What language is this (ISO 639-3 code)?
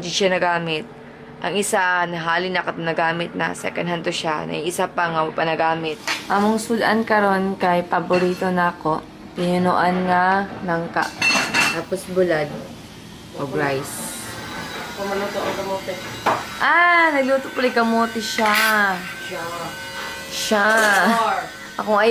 ceb